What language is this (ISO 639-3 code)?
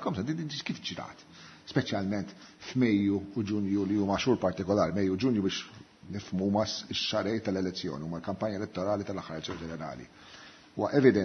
mlt